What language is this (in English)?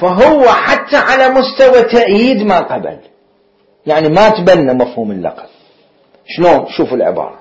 Mesopotamian Arabic